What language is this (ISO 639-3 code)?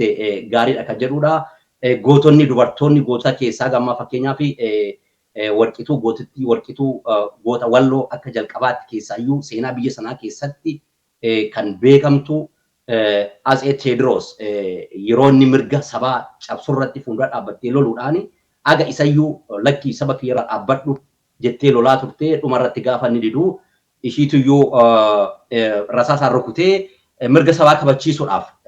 orm